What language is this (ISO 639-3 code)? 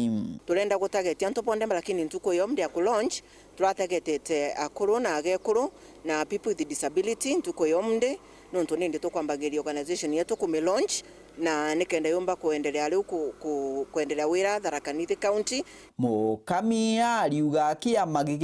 mer